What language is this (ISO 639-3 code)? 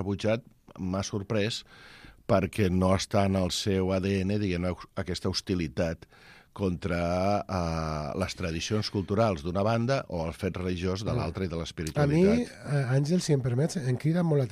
cat